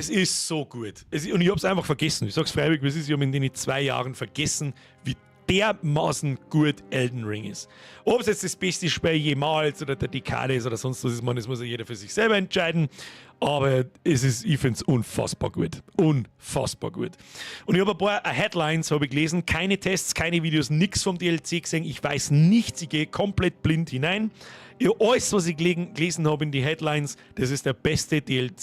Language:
Bavarian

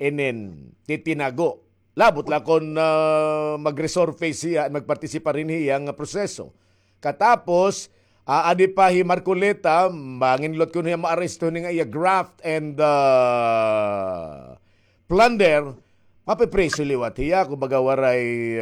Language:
Waray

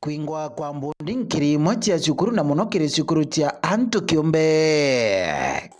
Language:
Meru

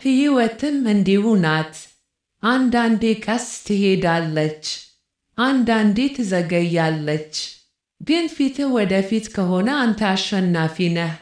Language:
Amharic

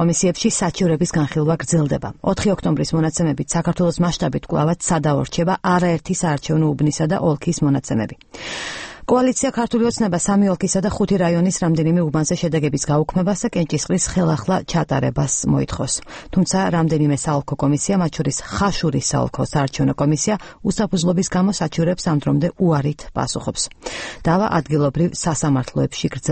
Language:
Georgian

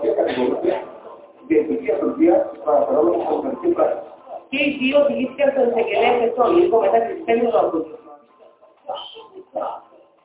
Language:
Greek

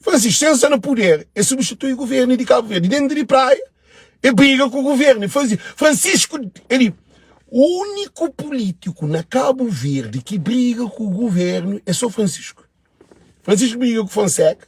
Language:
Kabuverdianu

